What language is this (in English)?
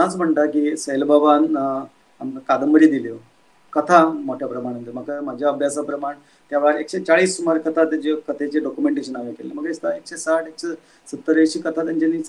Konkani